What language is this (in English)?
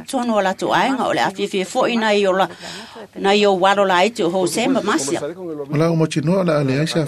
Samoan